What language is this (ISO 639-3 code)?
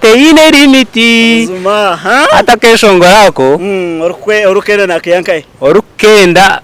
nyn